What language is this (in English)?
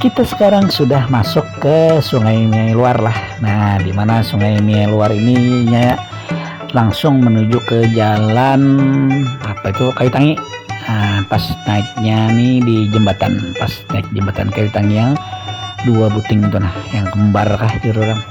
Banjar